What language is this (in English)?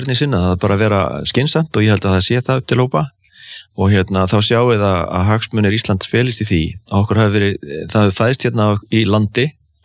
Icelandic